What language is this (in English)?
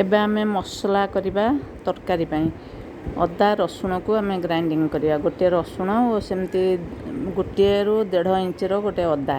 Odia